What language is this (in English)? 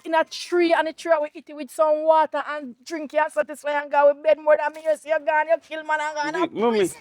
Jamaican Creole English